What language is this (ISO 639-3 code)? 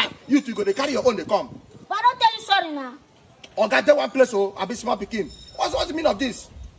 pcm